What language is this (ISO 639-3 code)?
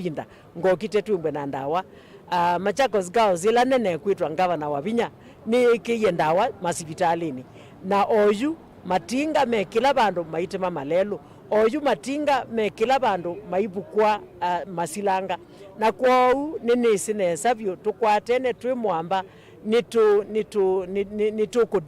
kam